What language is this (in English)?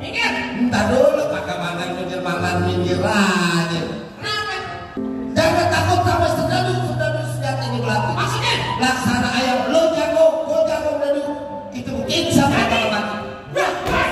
Betawi